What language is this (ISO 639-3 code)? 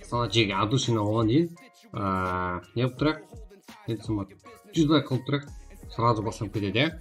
kaa